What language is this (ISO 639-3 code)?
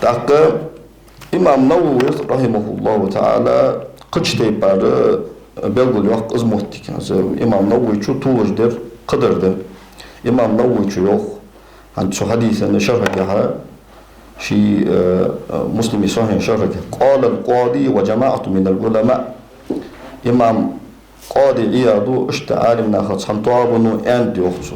inh